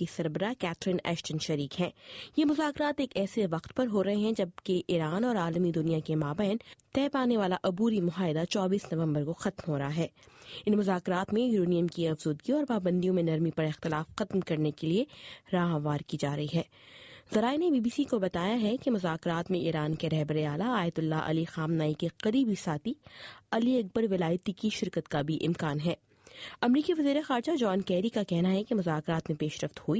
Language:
Urdu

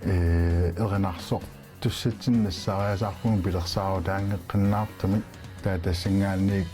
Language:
Kalaallisut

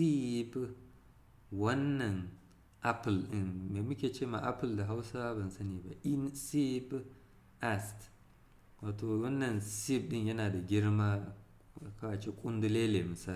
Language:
Hausa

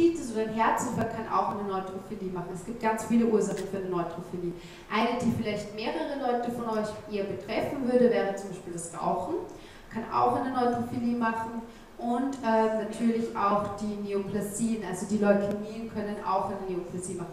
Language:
German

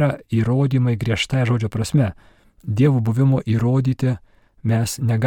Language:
Lithuanian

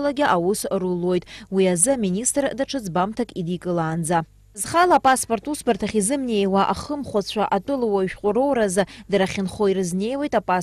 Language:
Abkhazian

